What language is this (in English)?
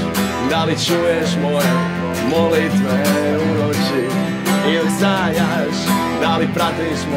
Serbian